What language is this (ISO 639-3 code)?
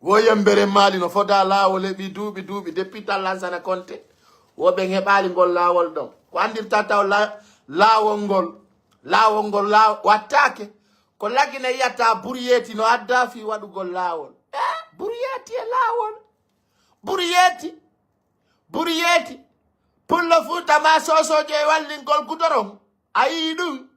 ful